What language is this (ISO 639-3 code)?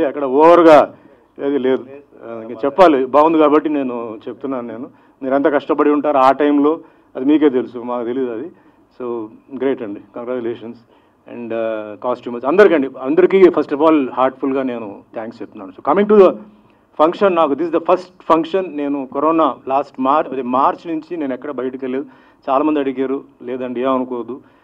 tel